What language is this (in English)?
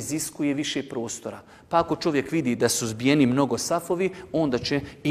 Bosnian